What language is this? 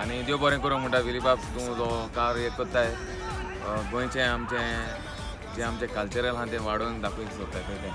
Konkani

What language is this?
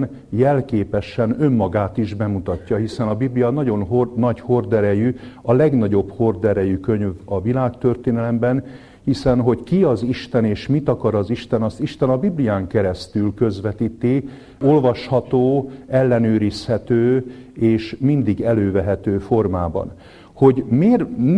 Hungarian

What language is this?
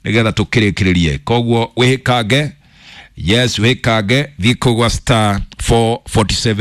Kikuyu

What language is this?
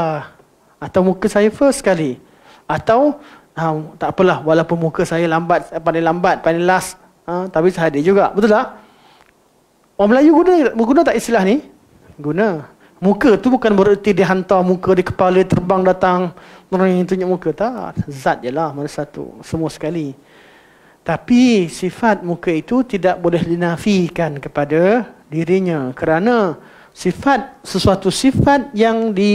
Malay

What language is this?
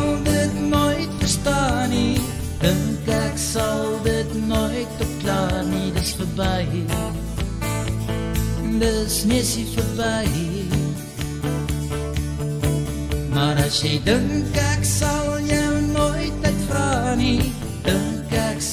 Afrikaans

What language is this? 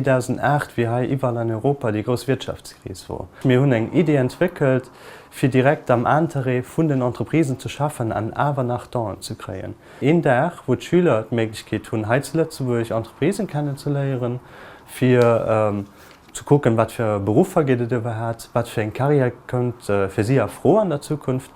Luxembourgish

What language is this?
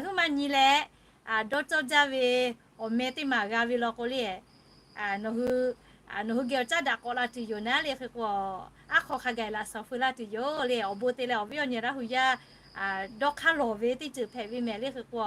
Lahu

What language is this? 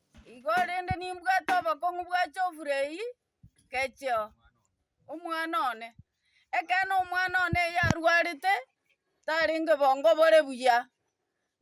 Gusii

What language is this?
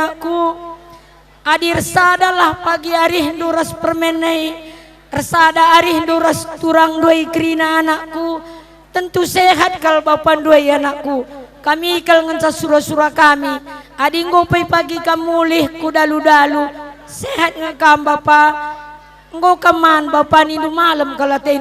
Batak Karo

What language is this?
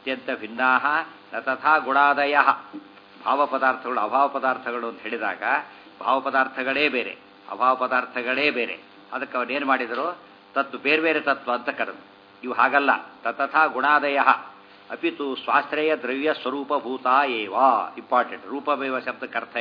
Kannada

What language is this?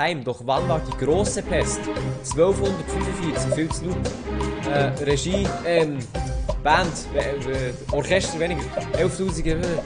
Swiss German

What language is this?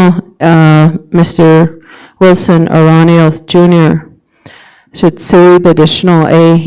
Navajo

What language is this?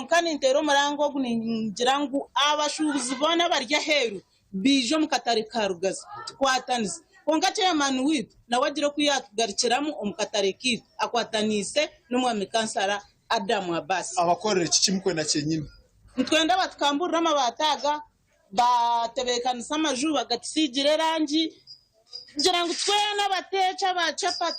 Nyankole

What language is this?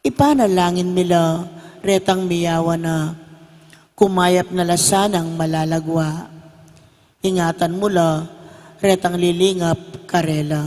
Pampanga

